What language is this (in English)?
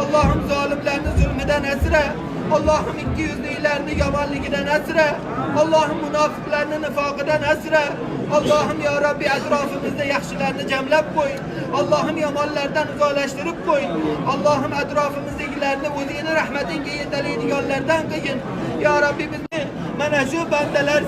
Uzbek